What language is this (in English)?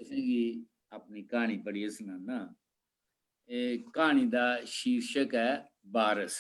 Dogri